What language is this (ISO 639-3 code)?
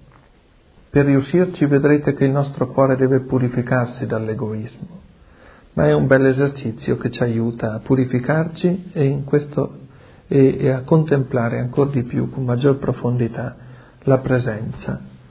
ita